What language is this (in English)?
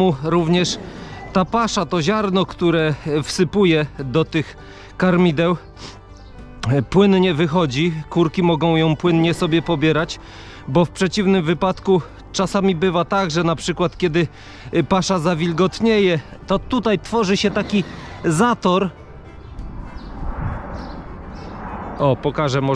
Polish